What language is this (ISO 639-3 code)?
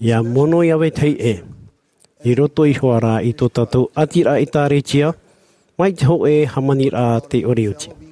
tah